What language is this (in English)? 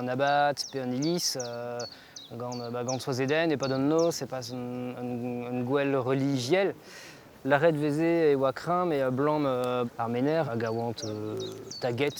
Breton